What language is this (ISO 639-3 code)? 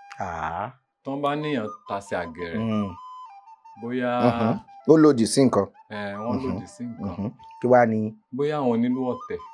yor